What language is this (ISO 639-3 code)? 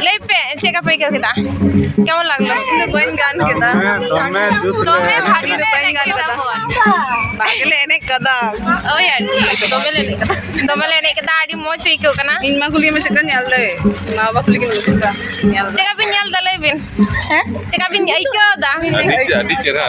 sat